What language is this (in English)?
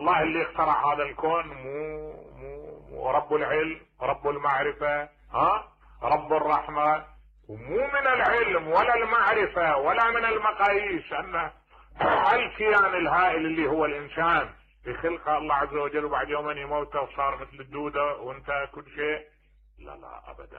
Mesopotamian Arabic